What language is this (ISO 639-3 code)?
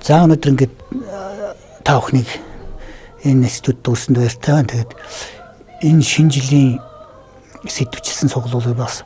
mon